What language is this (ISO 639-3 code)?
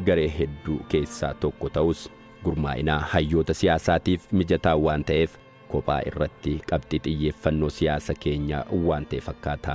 orm